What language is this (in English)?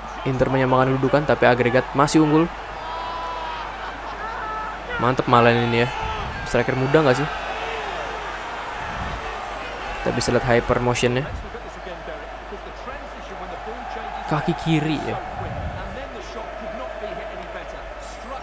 Indonesian